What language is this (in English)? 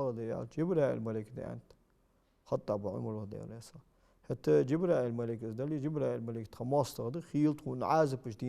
Ingush